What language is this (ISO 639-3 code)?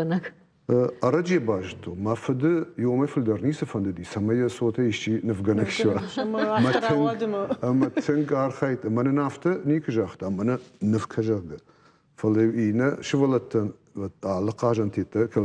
oss